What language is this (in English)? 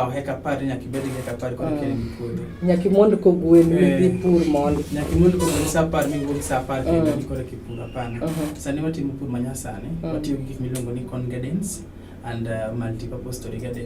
Luo (Kenya and Tanzania)